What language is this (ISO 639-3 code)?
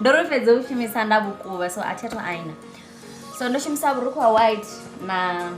ven